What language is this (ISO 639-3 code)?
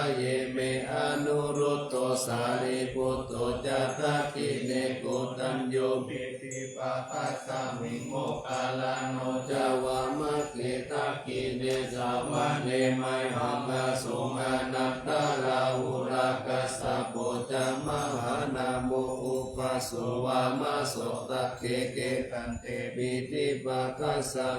pli